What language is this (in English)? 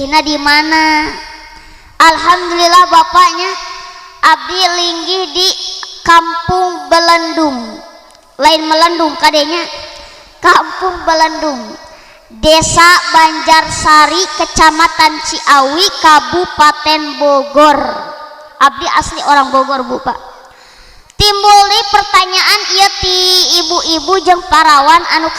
Sundanese